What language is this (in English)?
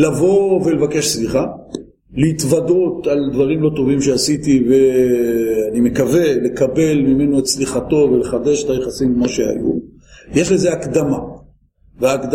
Hebrew